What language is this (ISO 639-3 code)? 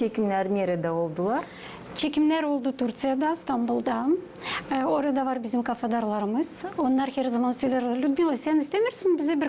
gag